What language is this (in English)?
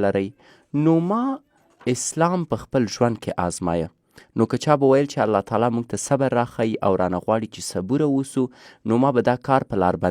Pashto